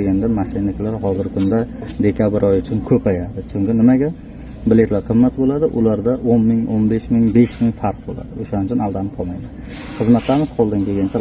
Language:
Uzbek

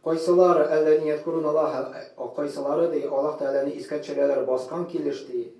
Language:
Tatar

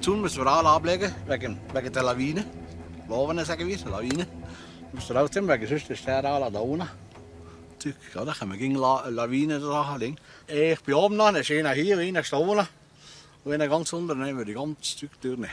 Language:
Swiss German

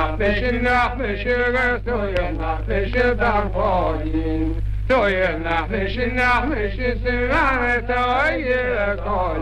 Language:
Irish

